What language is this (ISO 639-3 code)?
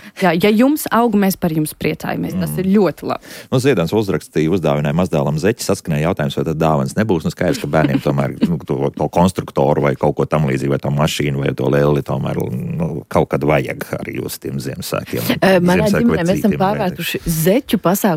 lav